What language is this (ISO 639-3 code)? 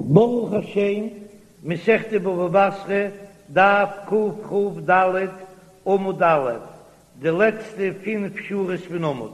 yid